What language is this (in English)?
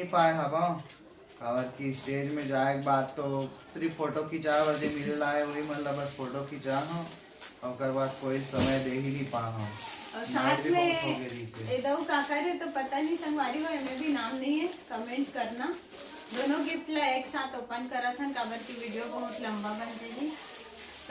Chhattisgarhi